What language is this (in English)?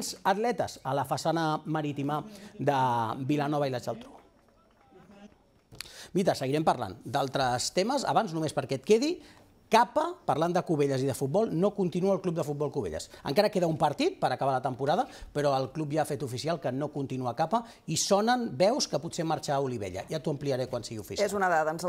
Catalan